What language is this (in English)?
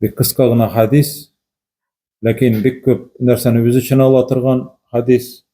Tatar